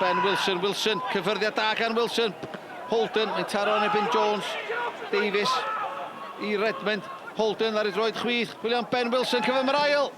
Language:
Welsh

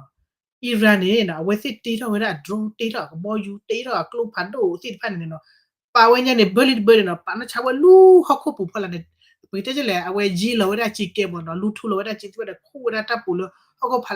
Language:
S'gaw Karen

